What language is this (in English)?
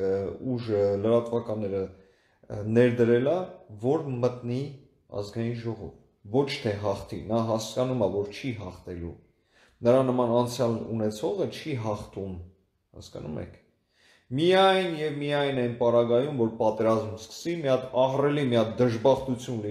Armenian